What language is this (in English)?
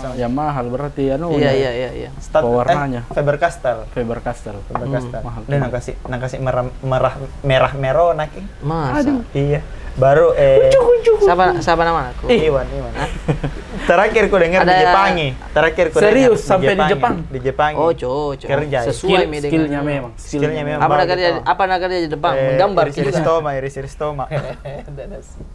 Makassar Malay